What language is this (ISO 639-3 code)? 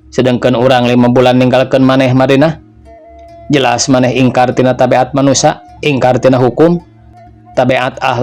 sun